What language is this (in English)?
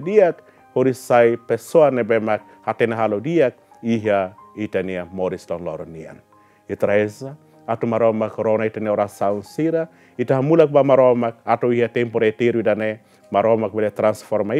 Tetum